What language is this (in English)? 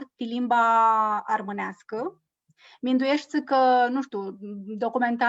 Aromanian